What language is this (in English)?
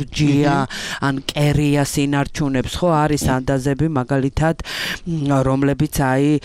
Georgian